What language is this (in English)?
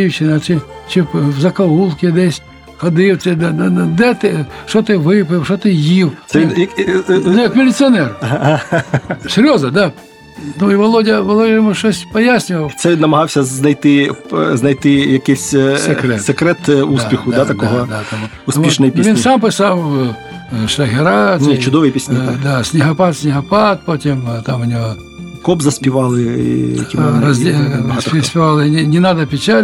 Ukrainian